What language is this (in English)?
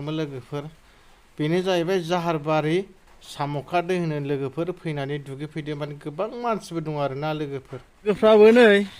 Bodo